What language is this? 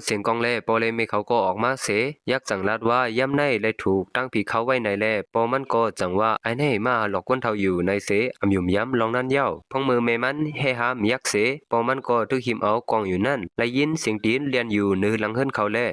Shan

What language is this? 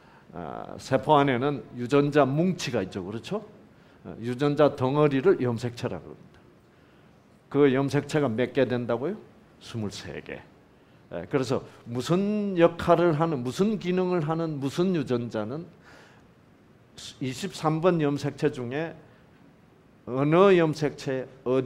Korean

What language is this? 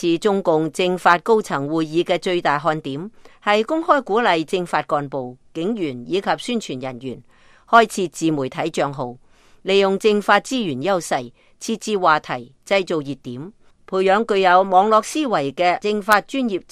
Cantonese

